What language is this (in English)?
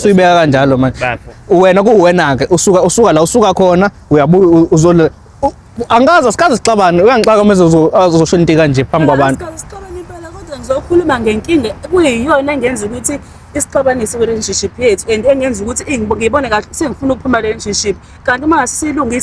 Zulu